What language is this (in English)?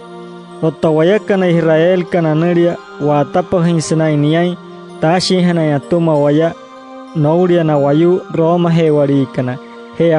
Wayuu